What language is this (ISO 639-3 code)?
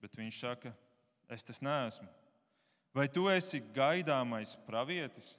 lav